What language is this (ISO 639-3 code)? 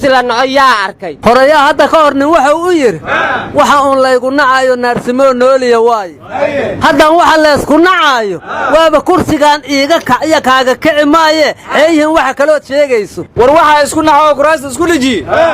som